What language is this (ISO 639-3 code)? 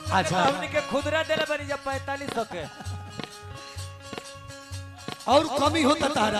bho